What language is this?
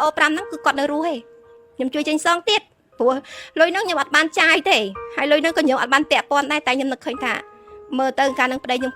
Khmer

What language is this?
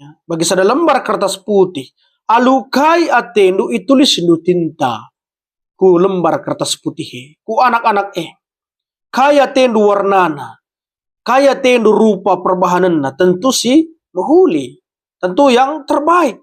Batak Karo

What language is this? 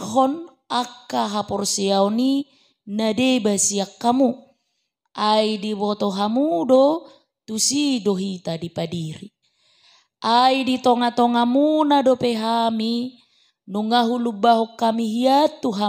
Batak Toba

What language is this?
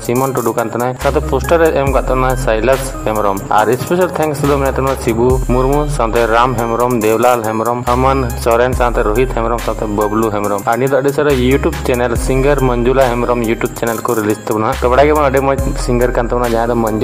Santali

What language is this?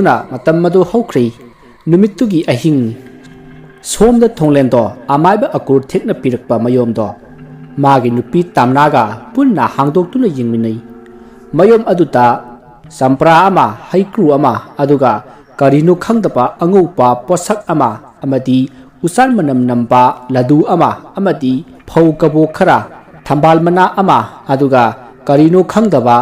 Manipuri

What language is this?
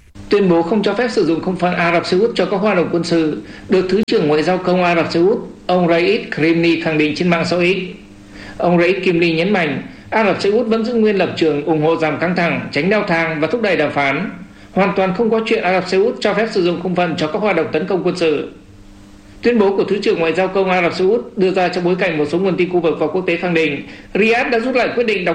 Vietnamese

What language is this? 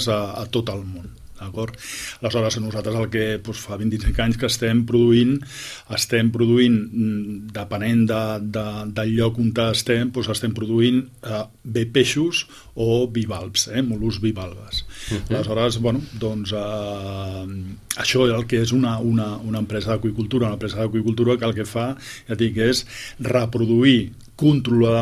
Catalan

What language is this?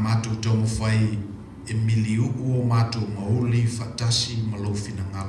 Samoan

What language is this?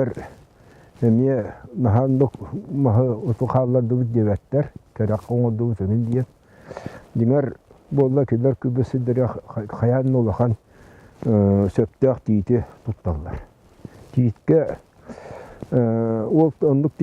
Yakut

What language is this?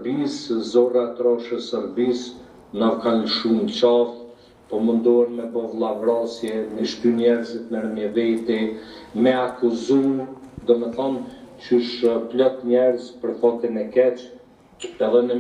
Albanian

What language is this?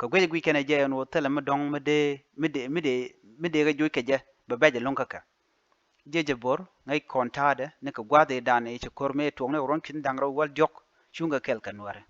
Nuer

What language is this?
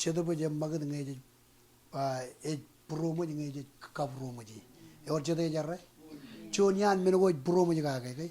Marshallese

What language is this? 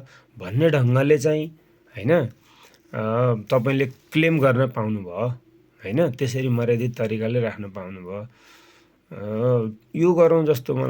Nepali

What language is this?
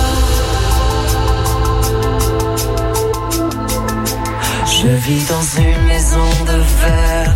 French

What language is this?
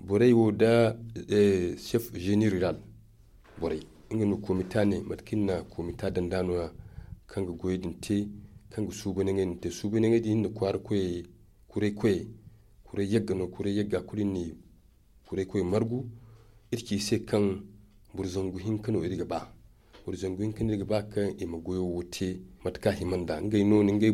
Zarma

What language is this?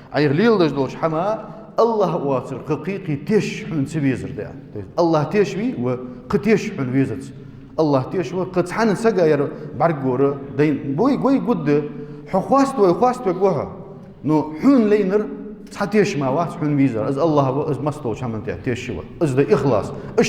Ingush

